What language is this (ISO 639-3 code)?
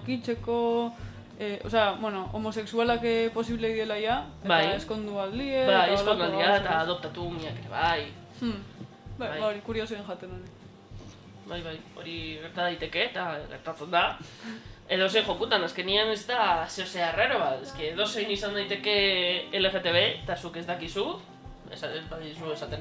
eus